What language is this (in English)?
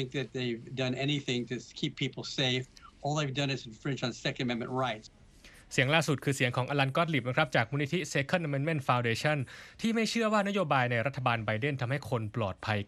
Thai